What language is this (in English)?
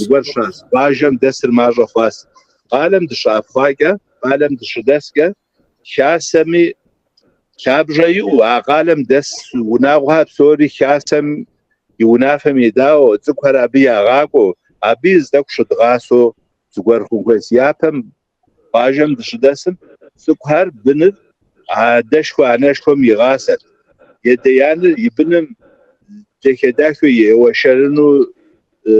Kabardian